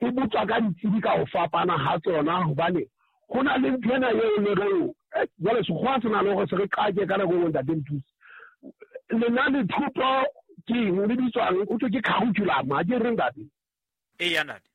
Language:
Southern Sotho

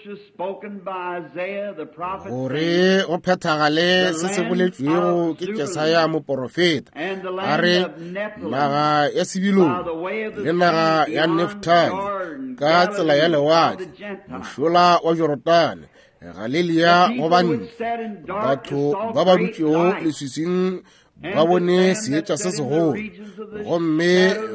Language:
Northern Sotho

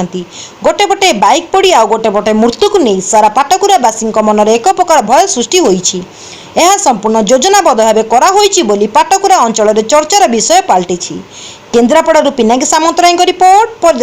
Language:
Odia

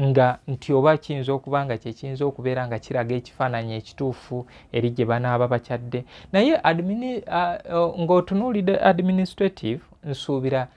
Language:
Ganda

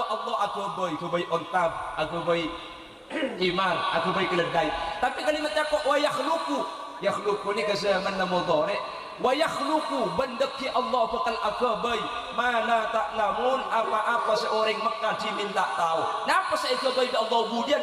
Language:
Madurese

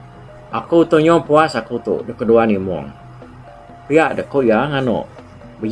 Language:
Iban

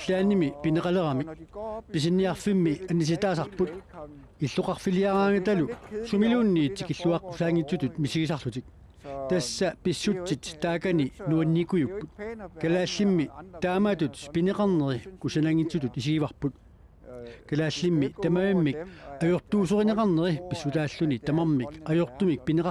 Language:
Kalaallisut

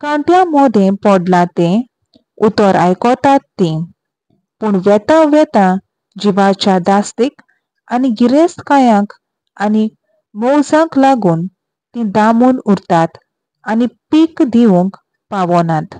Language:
Konkani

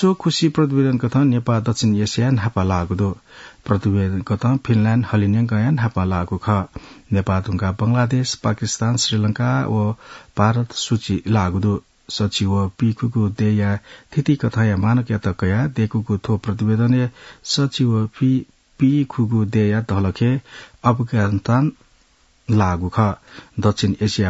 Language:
Newari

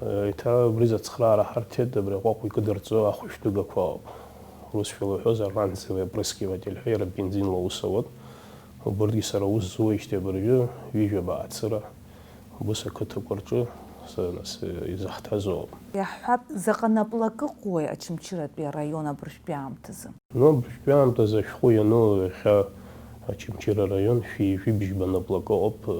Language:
Abkhazian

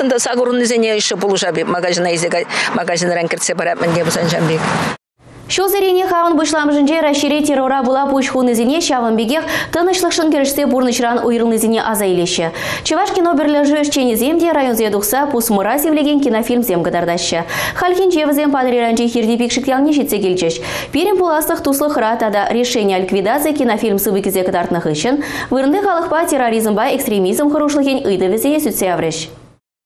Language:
Chuvash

